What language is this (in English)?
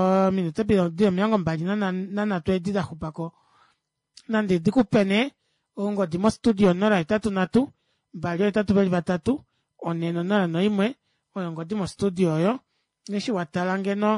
Kuanyama